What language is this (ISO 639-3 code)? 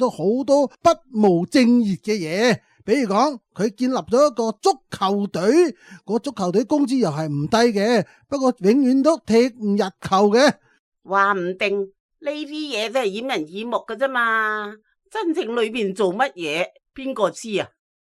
yue